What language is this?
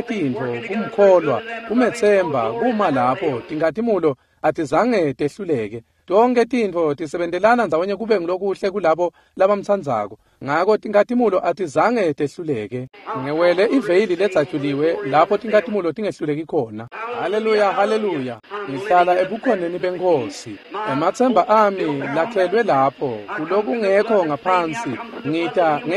Swati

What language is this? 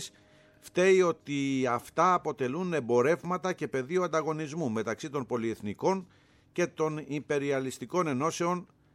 Greek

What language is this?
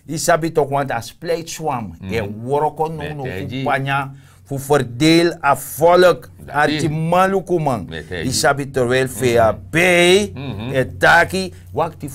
Sranan Tongo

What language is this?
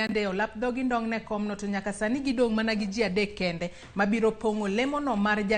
Luo (Kenya and Tanzania)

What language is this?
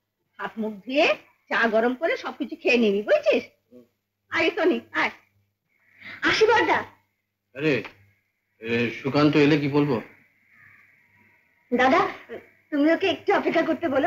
Bangla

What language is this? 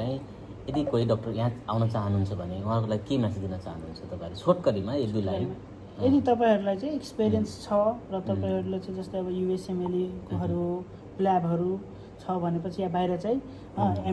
Nepali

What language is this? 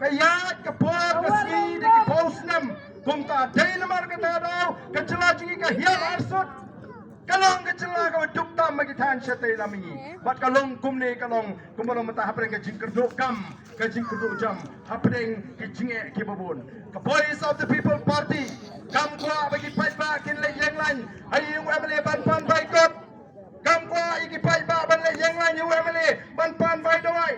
Khasi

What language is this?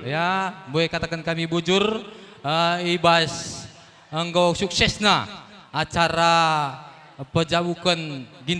Batak Karo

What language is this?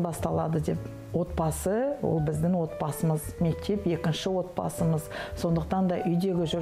Kazakh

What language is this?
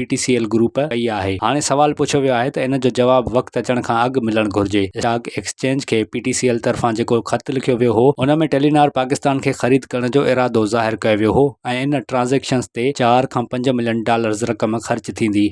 Sindhi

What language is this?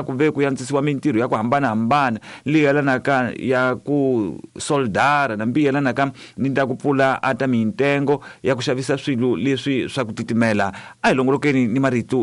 Tsonga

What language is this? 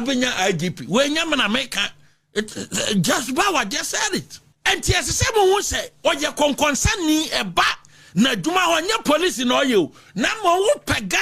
Akan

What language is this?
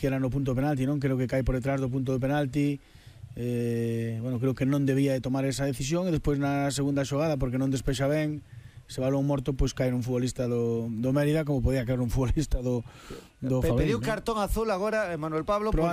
Galician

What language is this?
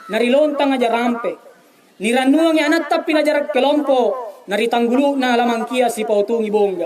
Makasar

